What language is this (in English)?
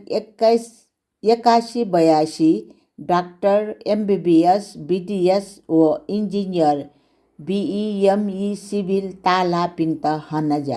Newari